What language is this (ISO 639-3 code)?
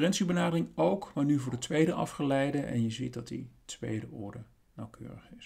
nld